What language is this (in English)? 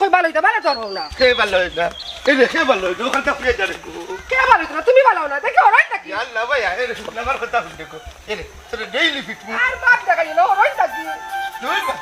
Sylheti